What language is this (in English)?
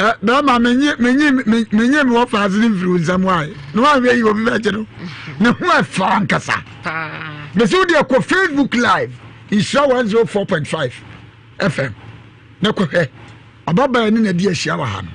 Akan